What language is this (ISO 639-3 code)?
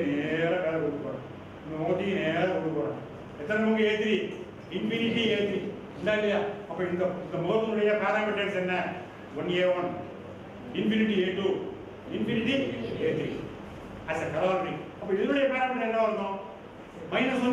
tam